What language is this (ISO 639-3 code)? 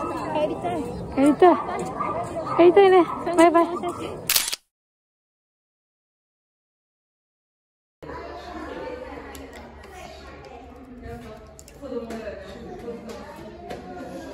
jpn